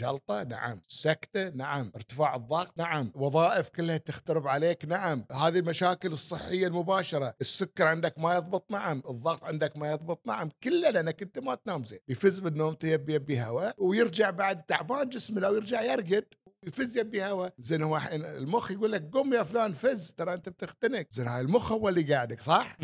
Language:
Gulf Arabic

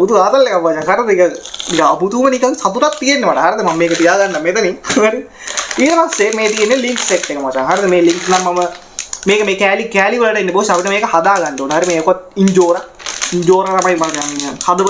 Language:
Sinhala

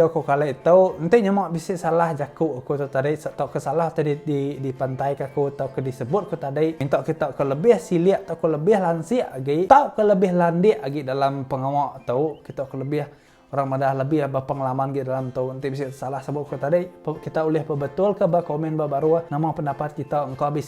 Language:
Iban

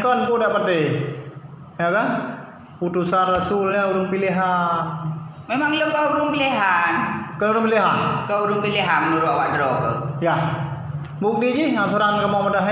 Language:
Achinese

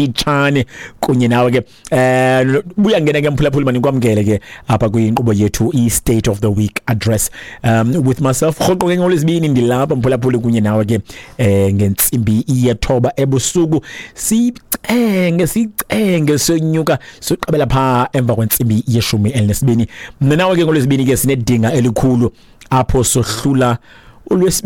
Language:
Xhosa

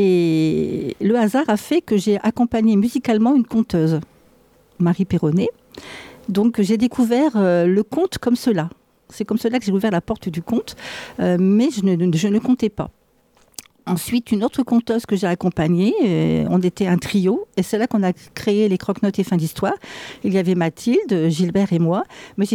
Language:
French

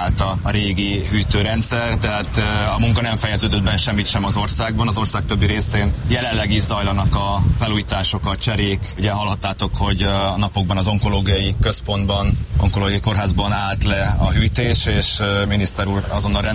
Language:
Hungarian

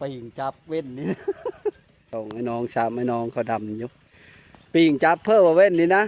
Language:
Lao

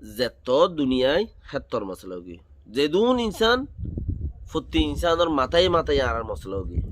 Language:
Rohingya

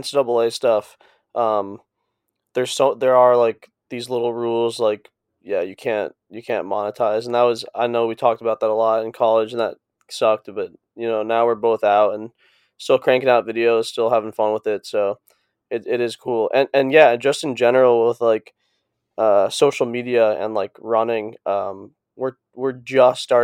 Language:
English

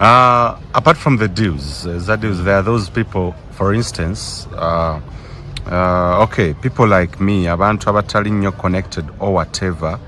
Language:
Ganda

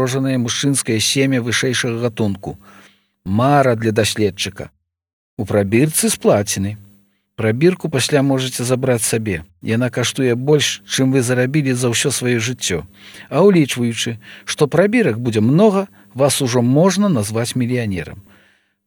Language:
Belarusian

